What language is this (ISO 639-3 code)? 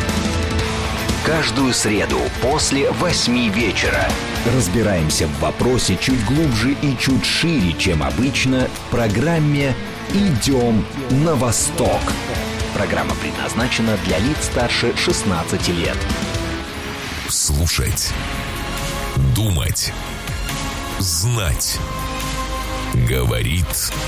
rus